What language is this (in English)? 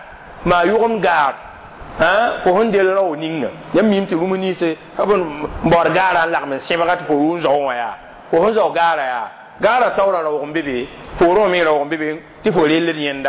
Mossi